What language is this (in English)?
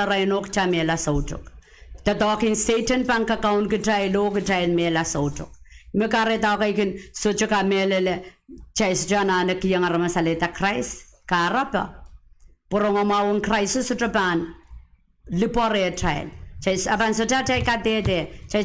Pohnpeian